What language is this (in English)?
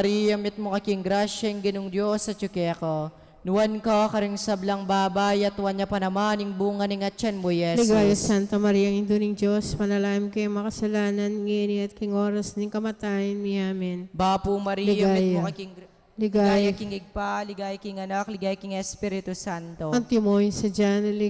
Pampanga